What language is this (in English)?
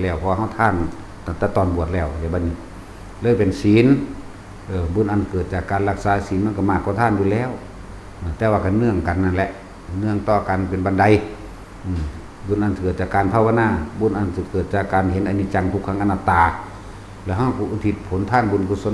Northeastern Thai